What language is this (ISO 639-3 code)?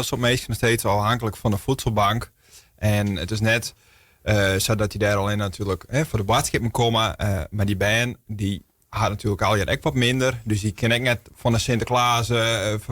fry